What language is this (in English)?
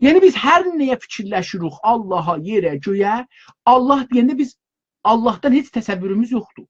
South Azerbaijani